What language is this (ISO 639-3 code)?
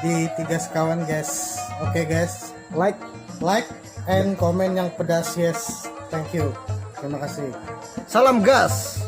bjn